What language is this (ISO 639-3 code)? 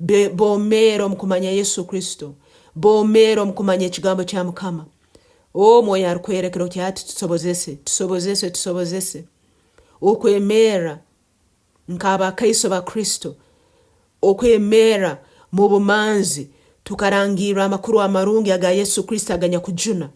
nyo